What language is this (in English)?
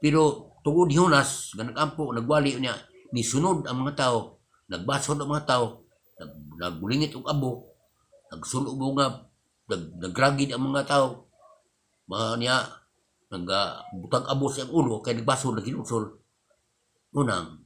Cebuano